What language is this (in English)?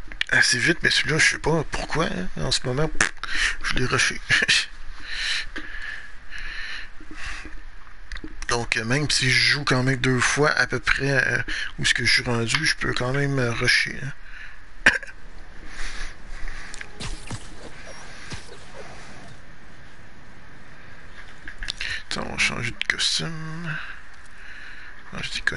French